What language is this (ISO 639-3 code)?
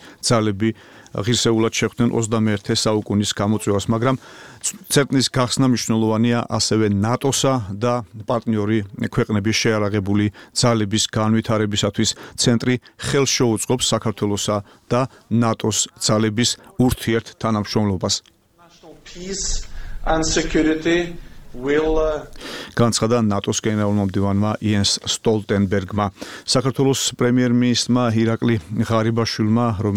kat